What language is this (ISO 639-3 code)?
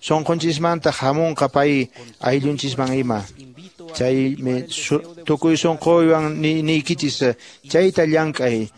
que